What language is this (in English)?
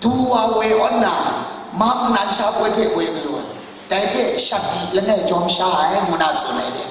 Kachin